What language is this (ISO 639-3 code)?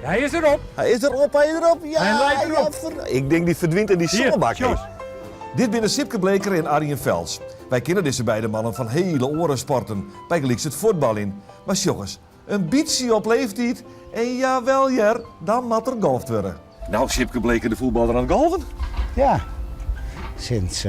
fry